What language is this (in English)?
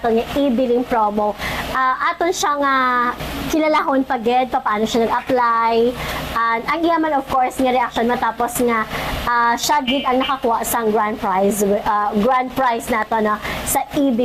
Hiligaynon